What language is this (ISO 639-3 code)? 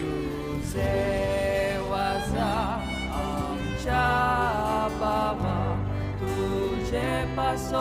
kok